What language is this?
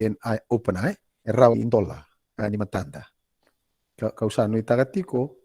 Fijian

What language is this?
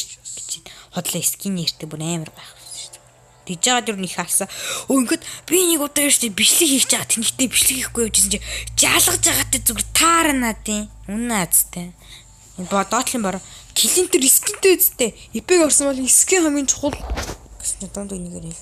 Mongolian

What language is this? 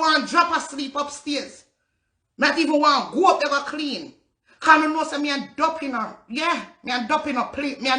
Jamaican Creole English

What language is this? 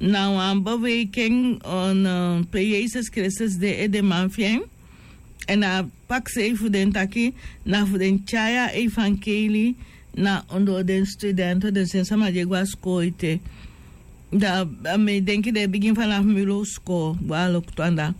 Sranan Tongo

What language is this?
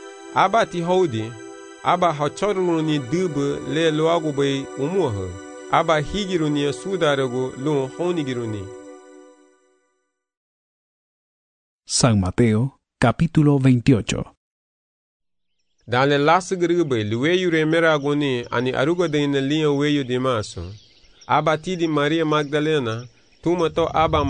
Garifuna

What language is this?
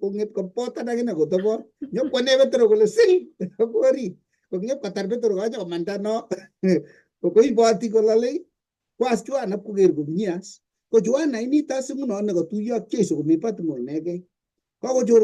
Kalenjin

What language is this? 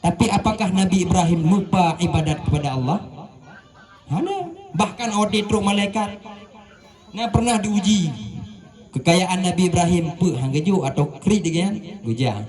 Achinese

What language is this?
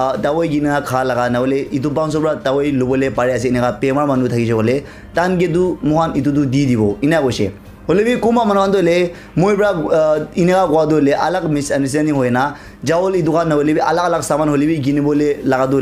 Naga Pidgin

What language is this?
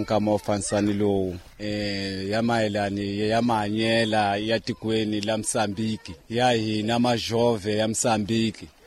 Tsonga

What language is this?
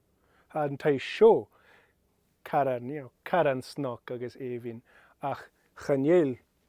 Scottish Gaelic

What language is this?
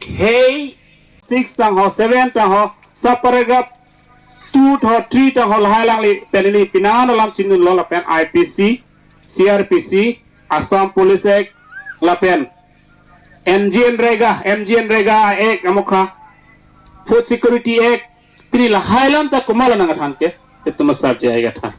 Karbi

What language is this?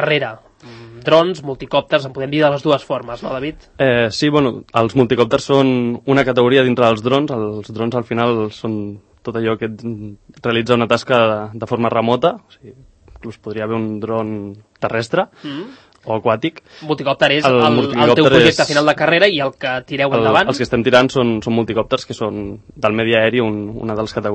Catalan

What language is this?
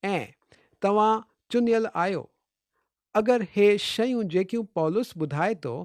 Sindhi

